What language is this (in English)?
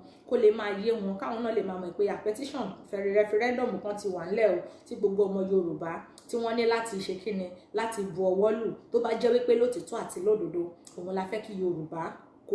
Yoruba